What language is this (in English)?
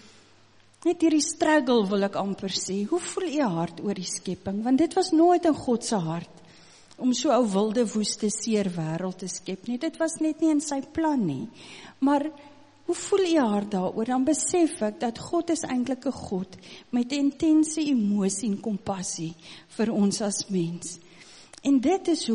Afrikaans